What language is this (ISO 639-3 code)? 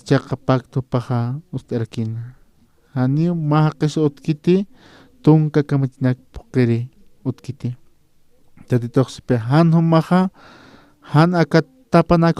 aym